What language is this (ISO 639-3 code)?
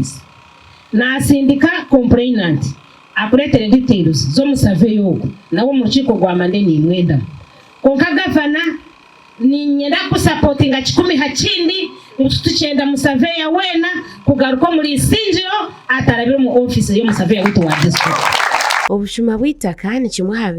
nyn